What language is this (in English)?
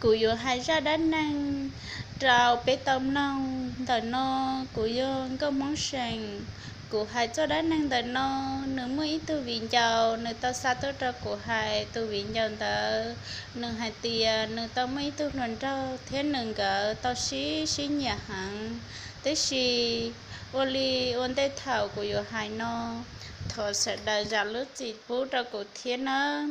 Hmong